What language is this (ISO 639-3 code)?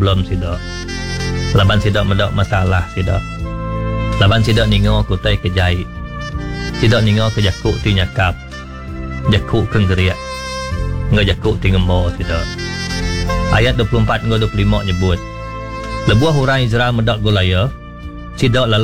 iba